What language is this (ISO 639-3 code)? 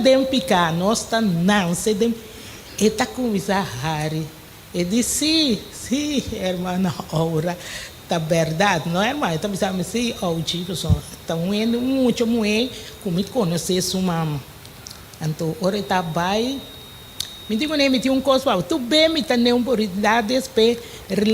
pap